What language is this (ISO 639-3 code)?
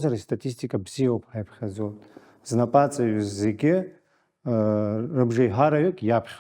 abk